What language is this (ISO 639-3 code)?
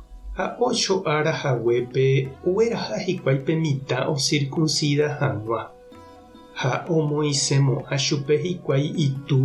grn